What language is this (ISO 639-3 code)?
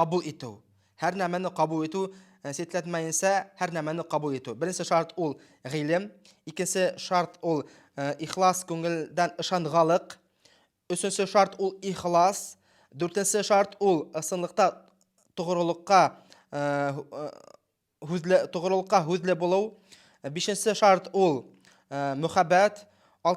bak